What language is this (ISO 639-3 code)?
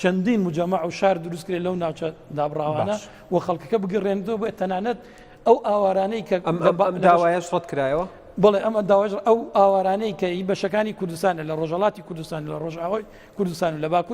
ckb